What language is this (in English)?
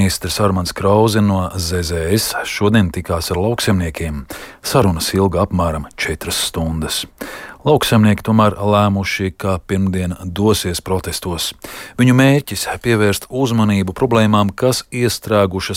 Latvian